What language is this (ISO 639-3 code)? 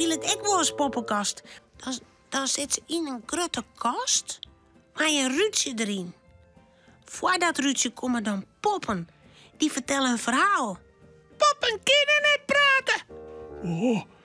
fry